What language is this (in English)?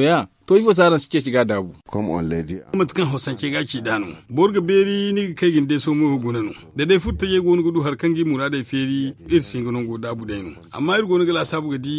Zarma